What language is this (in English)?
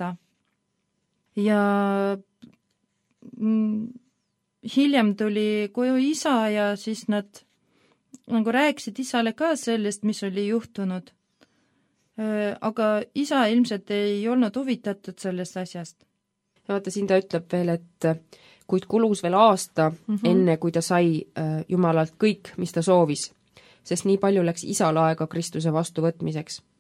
Estonian